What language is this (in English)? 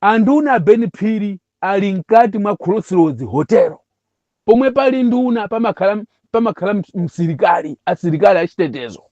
Nyanja